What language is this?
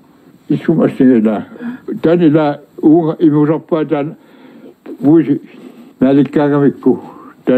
Kalaallisut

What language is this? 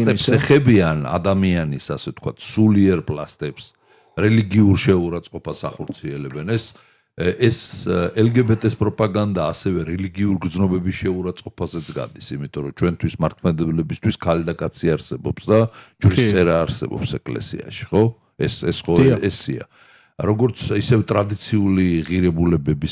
Georgian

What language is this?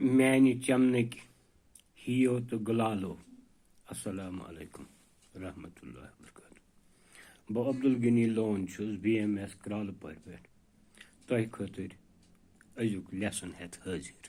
Kashmiri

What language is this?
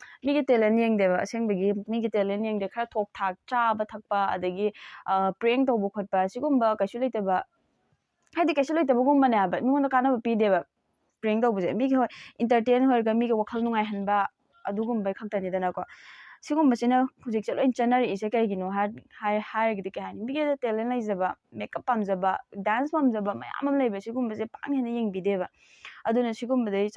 Manipuri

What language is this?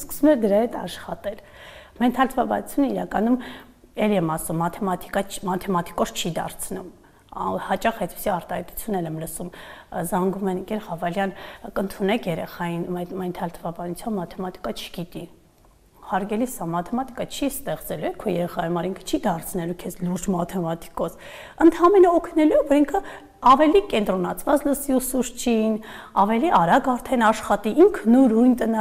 Armenian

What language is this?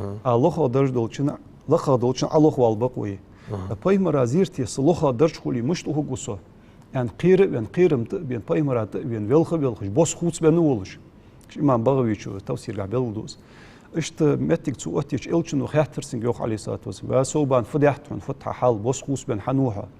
Ingush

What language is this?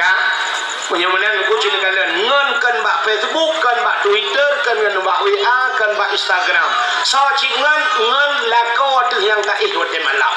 Achinese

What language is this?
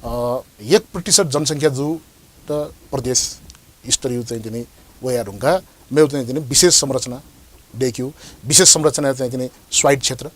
Newari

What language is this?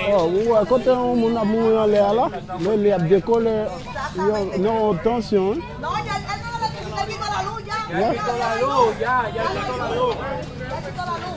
Haitian Creole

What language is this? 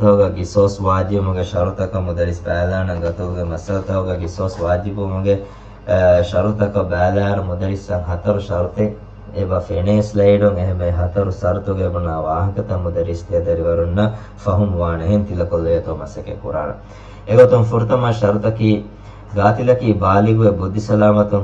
Divehi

